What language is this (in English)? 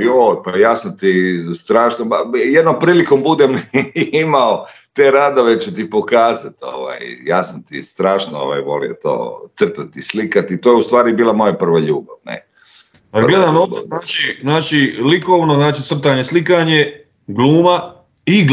Croatian